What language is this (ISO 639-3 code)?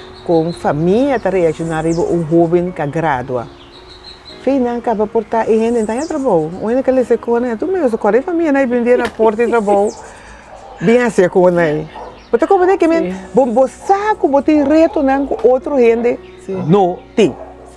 pap